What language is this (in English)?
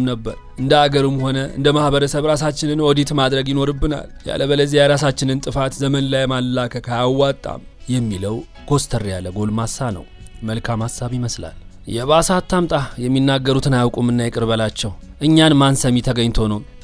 Amharic